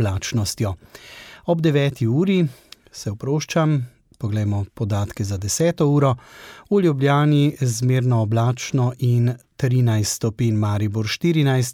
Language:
Slovenian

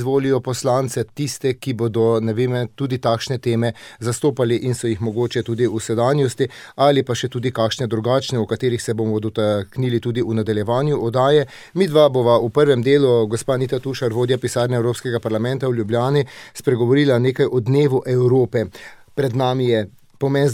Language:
Slovenian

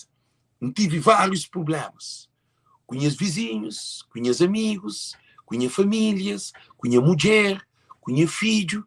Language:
Kabuverdianu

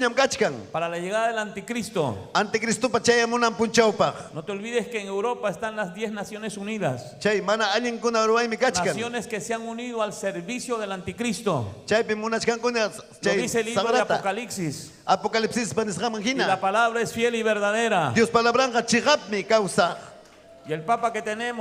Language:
Ayacucho Quechua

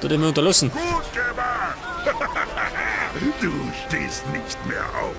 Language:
Bavarian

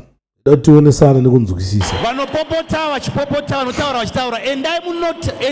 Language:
Shona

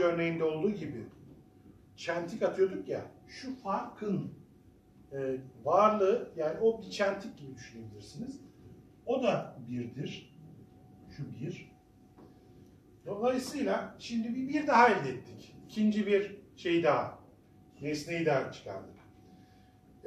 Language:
Turkish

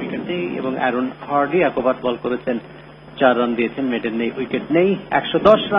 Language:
Bangla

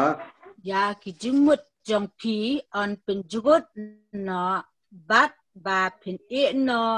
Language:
Khasi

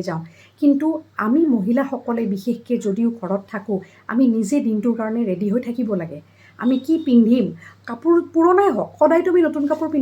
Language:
Assamese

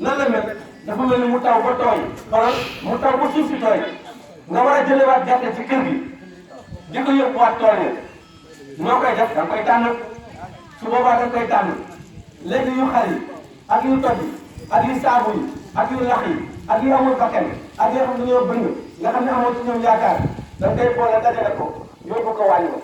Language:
Wolof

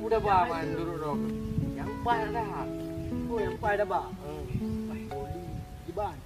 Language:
Achinese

